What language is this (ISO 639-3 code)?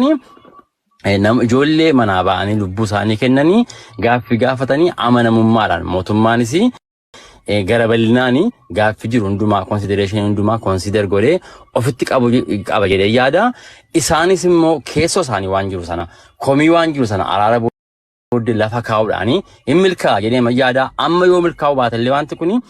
orm